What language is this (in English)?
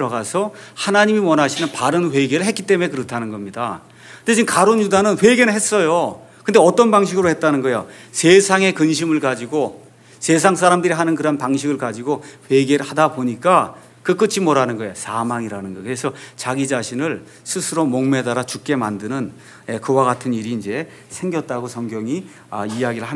Korean